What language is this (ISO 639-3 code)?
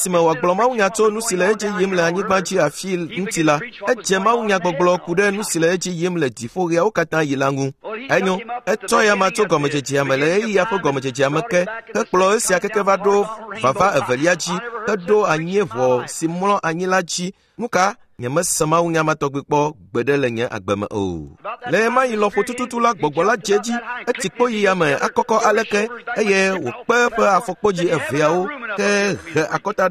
ewe